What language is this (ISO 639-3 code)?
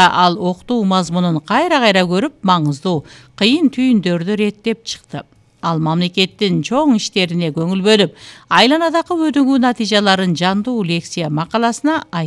kir